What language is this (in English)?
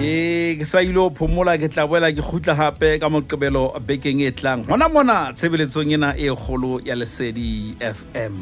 Southern Sotho